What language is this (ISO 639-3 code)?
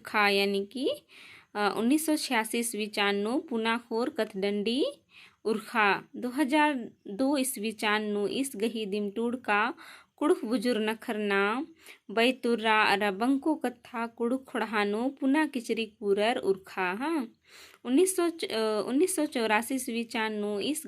kru